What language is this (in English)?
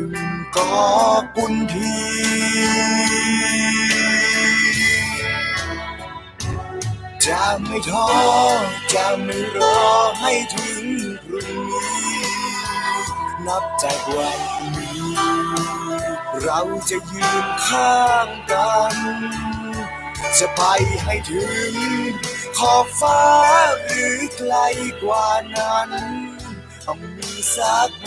Thai